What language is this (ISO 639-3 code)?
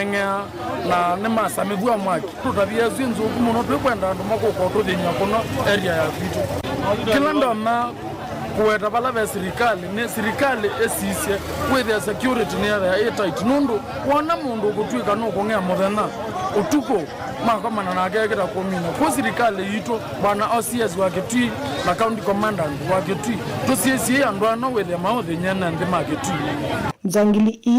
kam